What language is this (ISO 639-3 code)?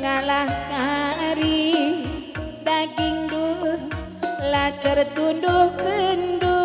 btx